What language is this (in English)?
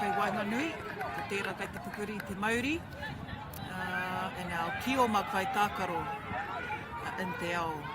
Māori